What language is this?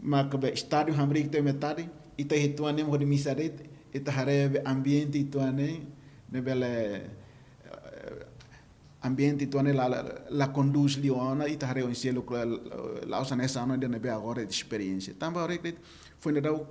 Tetum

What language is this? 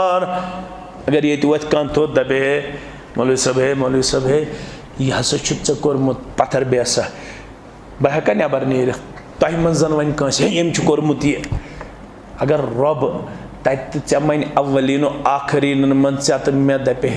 Kashmiri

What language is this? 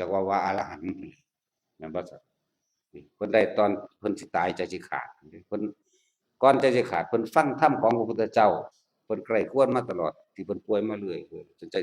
Northeastern Thai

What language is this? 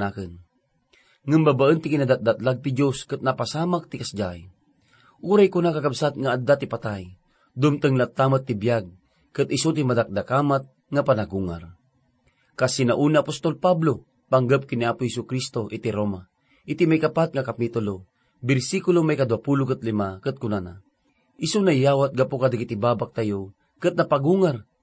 Iloko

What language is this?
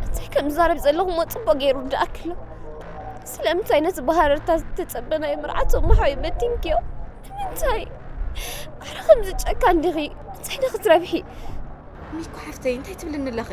Tigrinya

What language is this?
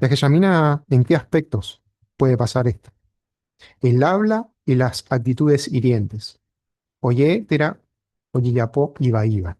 Guarani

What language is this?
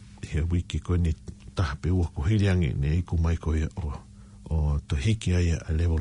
Tongan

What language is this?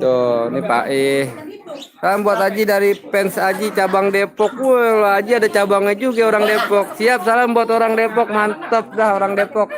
Betawi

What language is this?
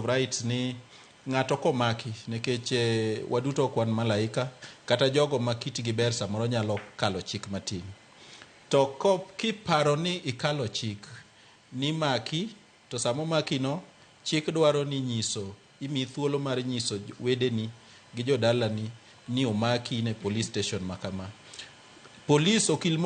Luo (Kenya and Tanzania)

